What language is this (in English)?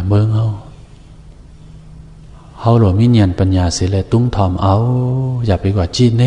Shan